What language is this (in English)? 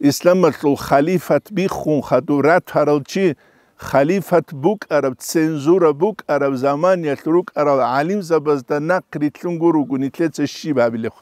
Avaric